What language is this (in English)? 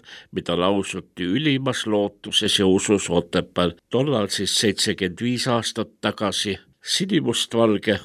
Estonian